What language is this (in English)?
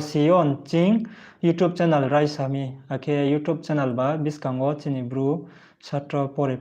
Riang (India)